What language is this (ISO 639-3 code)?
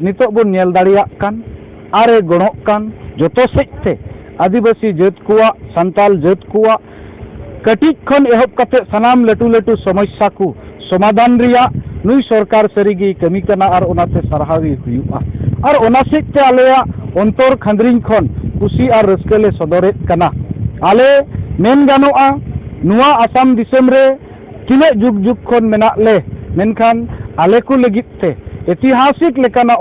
sat